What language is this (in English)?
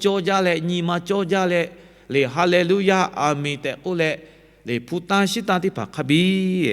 Lahu